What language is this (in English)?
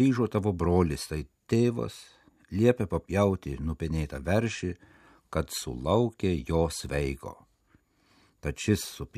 Lithuanian